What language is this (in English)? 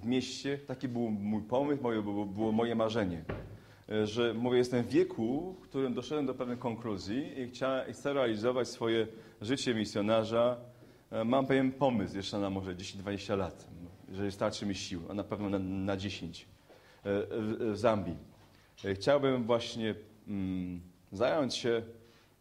Polish